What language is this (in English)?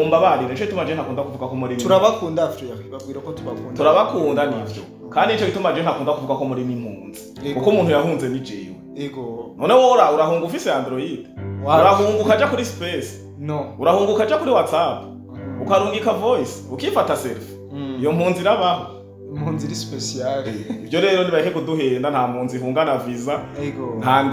Rundi